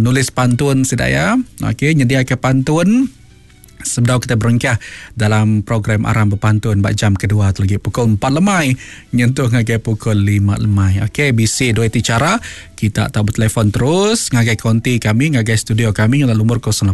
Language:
Iban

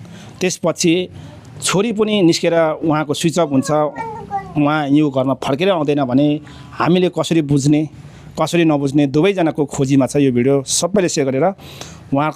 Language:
Nepali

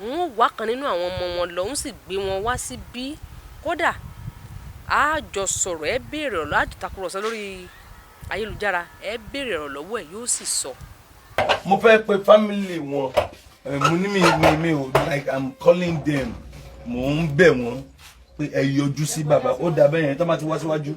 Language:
Yoruba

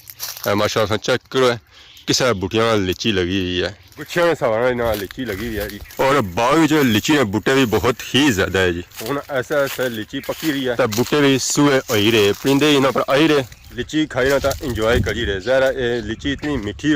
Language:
Pahari-Potwari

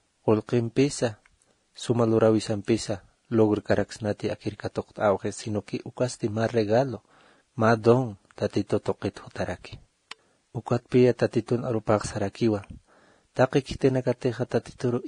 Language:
Aymara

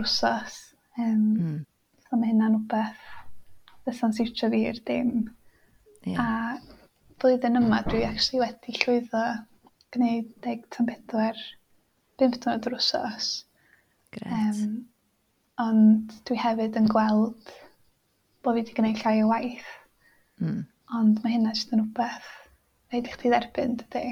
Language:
Welsh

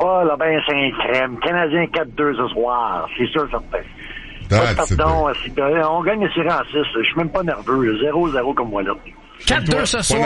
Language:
French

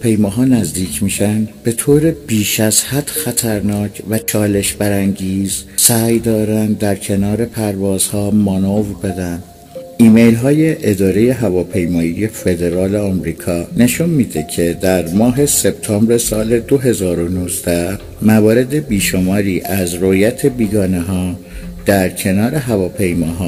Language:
Persian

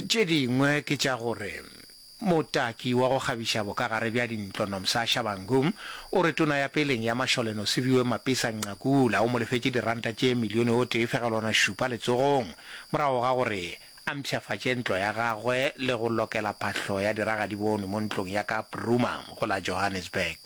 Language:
Northern Sotho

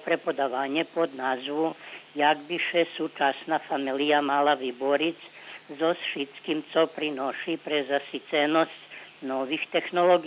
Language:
Rusyn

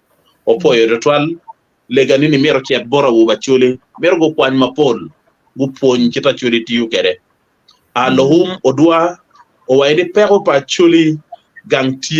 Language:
Acoli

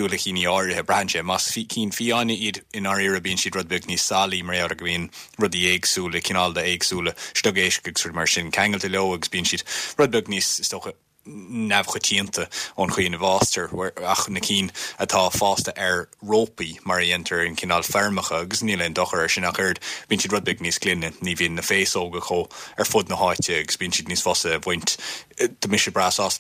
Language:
Irish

